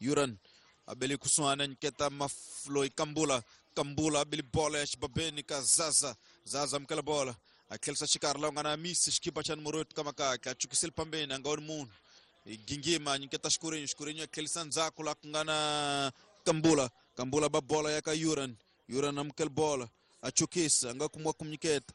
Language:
Tsonga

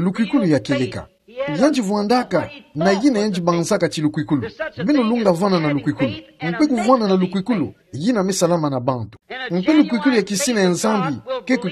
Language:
Kituba (Democratic Republic of Congo)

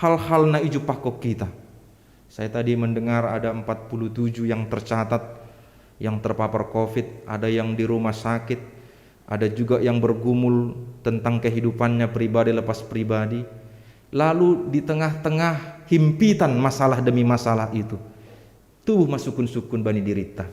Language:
Batak Simalungun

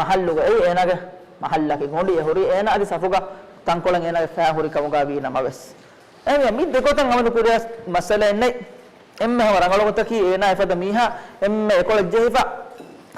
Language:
Divehi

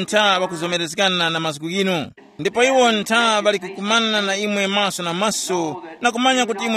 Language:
Tumbuka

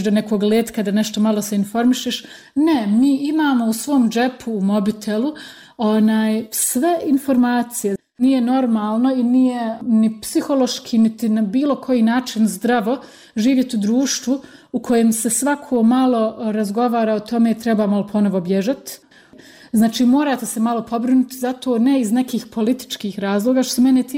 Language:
Bosnian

